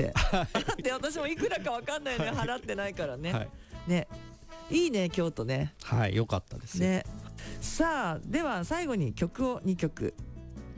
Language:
Japanese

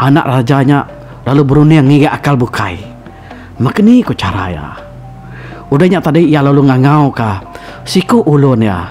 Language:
Iban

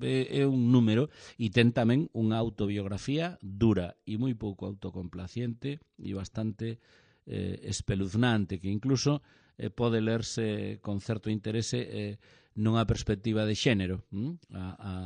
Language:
Galician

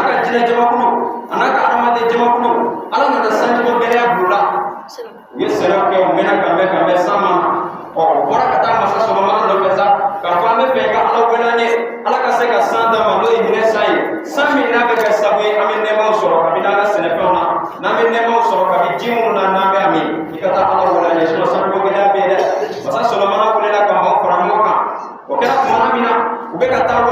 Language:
Bambara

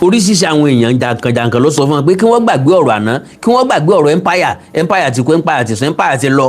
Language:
Yoruba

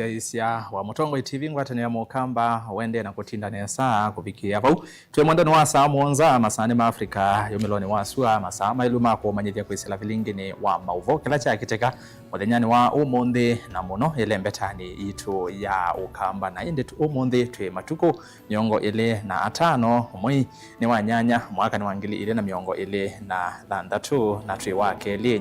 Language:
Kamba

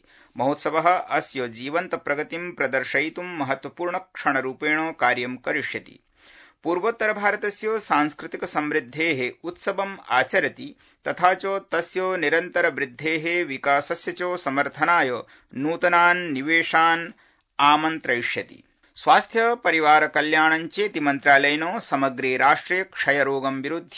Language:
Sanskrit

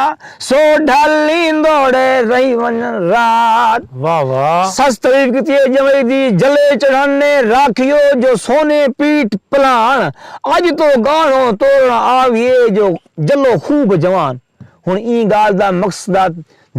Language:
Saraiki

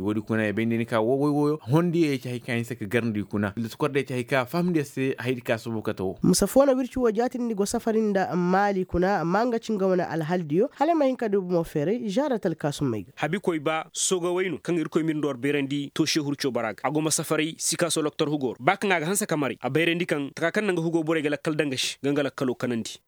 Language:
Koyraboro Senni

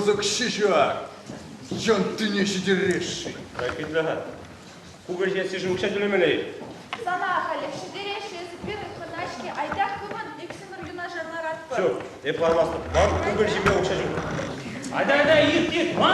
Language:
Chuvash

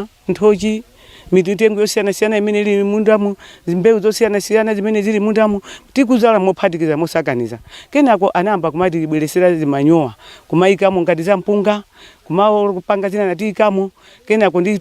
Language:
Nyanja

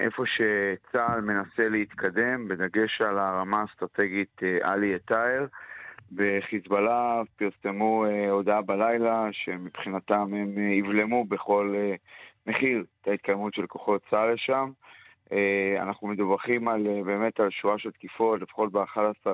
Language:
Hebrew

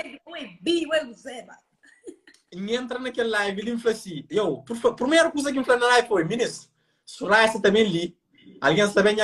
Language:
Kabuverdianu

